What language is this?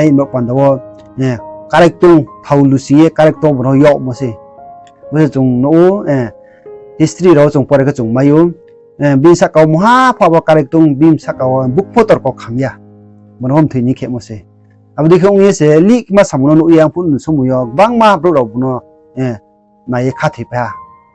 Riang (India)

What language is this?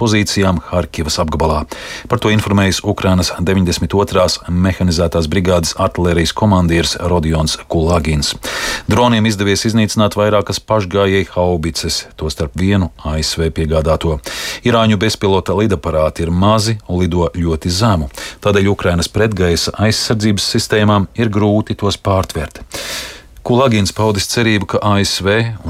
Latvian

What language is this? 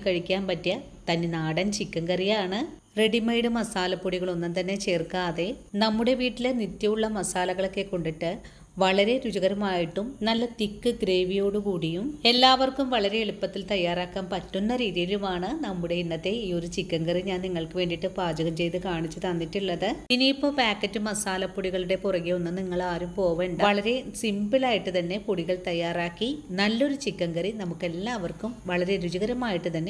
Malayalam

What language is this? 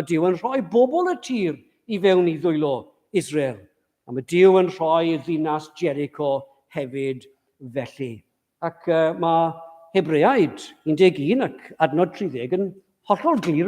Welsh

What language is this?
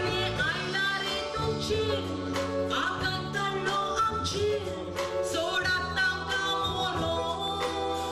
Konkani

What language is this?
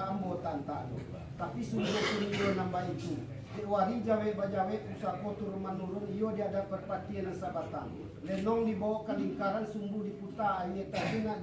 Minangkabau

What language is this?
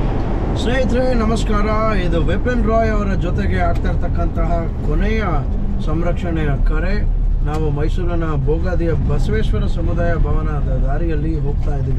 Kannada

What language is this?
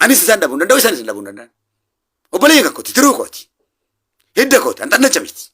Oromo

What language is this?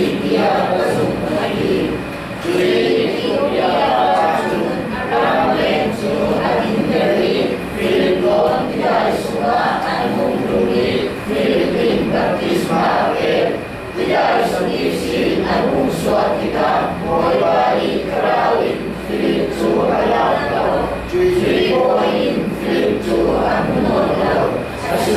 Falam Chin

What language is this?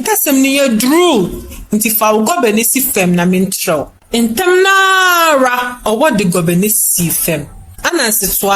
Akan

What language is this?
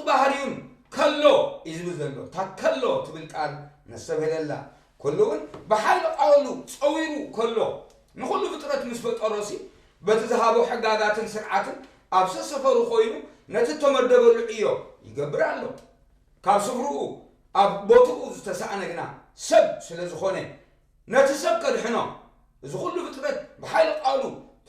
Tigrinya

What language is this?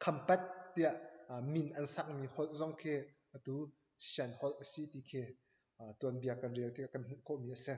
Hakha Chin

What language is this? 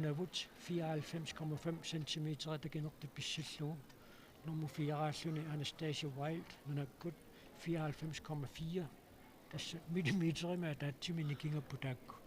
Kalaallisut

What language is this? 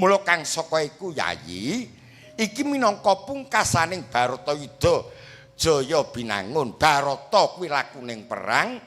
Javanese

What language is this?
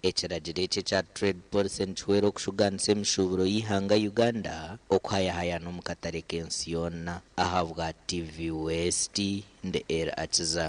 Nyankole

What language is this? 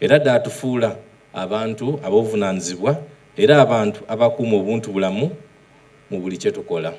Soga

